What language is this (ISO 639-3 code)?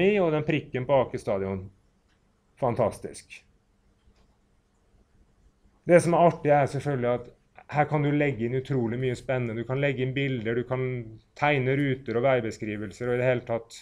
nor